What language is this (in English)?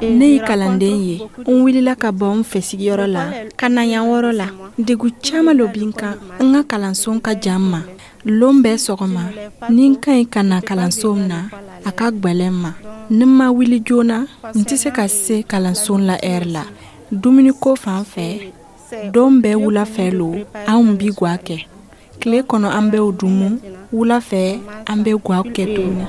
Dyula